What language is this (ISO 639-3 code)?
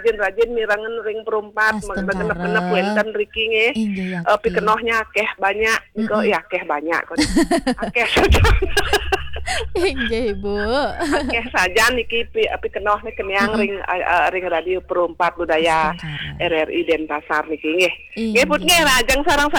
ban